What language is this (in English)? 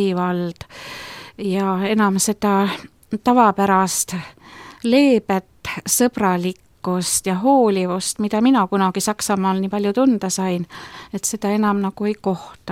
Estonian